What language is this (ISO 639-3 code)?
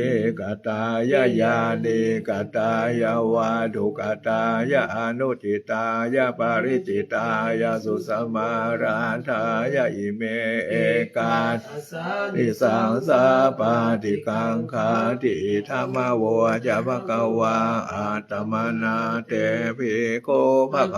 pli